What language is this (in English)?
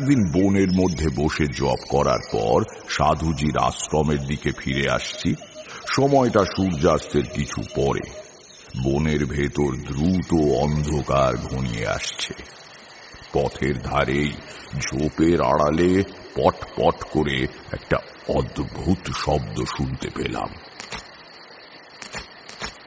Bangla